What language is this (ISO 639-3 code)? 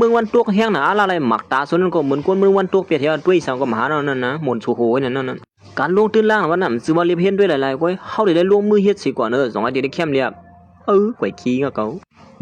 shn